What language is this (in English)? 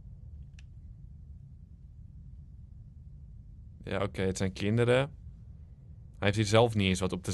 Dutch